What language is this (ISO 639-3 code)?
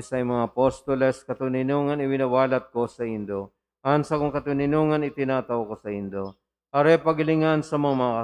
bik